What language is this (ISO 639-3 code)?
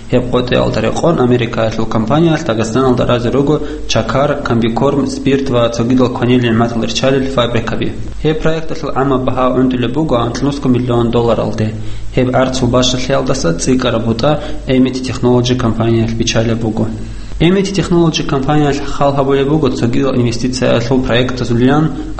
ava